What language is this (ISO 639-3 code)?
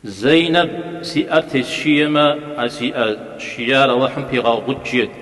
kbd